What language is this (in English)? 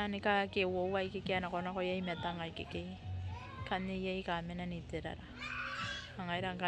Gilbertese